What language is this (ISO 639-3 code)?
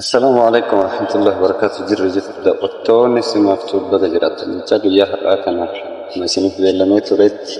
orm